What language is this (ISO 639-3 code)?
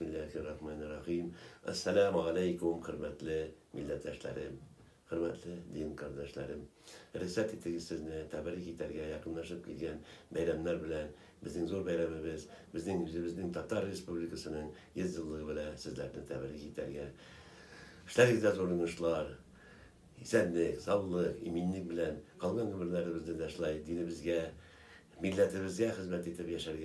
tat